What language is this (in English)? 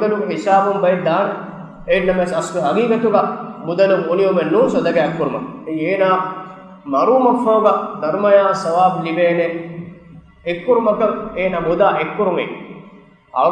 Divehi